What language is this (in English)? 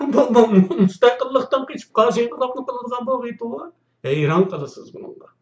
Uyghur